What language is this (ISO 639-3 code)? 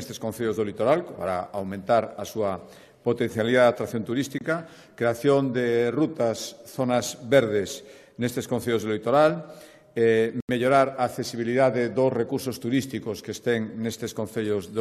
glg